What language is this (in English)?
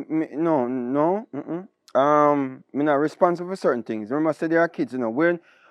Jamaican Creole English